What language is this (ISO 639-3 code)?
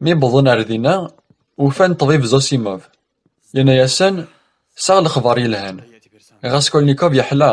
kab